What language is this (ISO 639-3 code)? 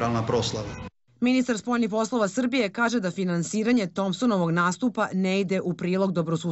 srp